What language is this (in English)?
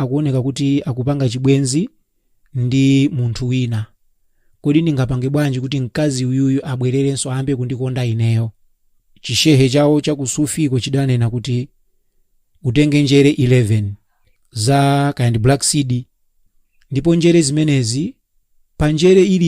Nyanja